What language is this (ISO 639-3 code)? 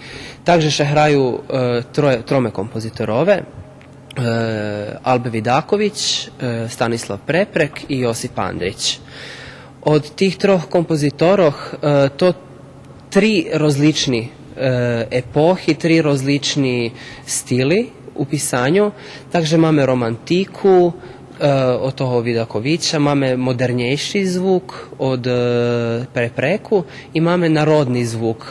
rue